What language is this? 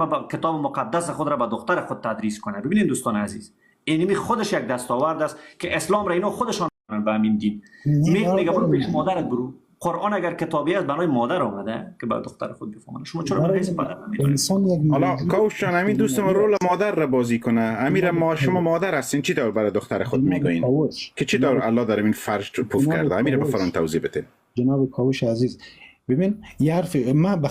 Persian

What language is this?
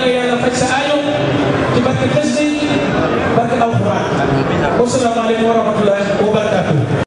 Wolof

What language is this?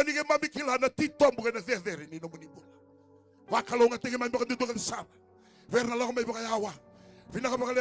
Fijian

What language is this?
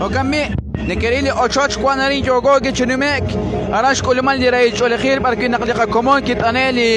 Kekchí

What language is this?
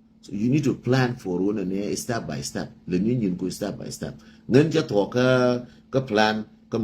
Nuer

